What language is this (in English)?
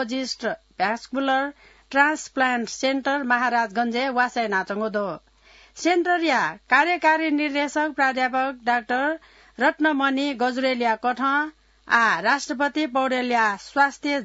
Newari